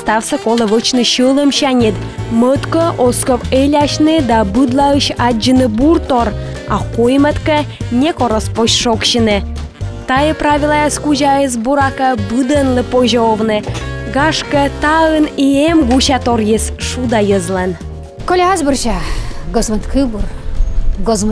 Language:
Komi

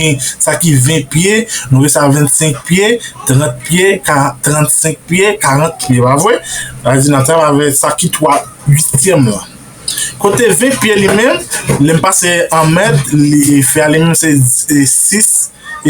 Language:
Haitian Creole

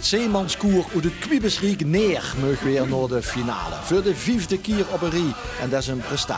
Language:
Limburgish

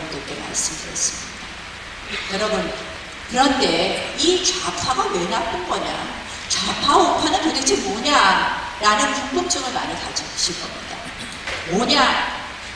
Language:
Korean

